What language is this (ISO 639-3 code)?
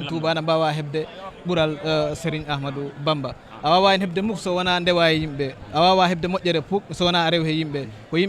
ful